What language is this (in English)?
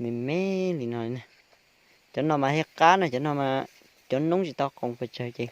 Hmong